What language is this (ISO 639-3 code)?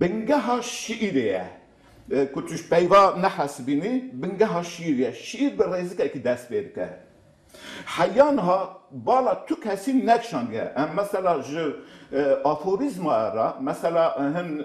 kur